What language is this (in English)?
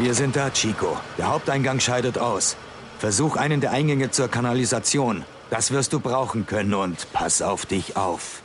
Bavarian